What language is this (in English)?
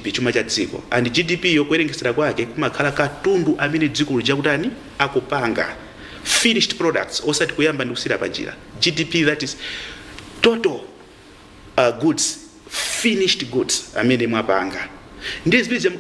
Nyanja